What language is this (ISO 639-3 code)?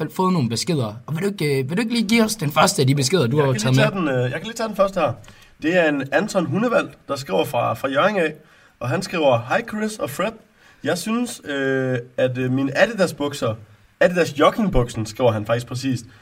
dan